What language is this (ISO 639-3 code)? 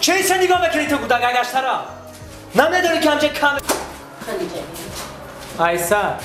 tgk